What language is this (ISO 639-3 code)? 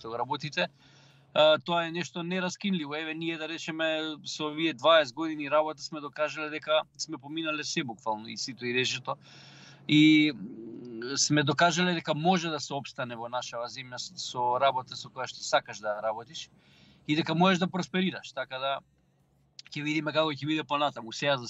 mkd